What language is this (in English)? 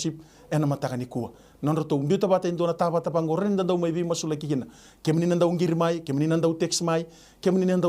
Fijian